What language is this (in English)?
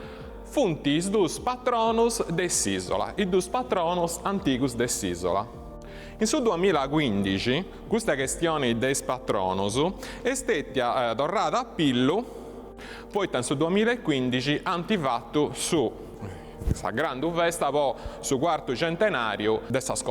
Sardinian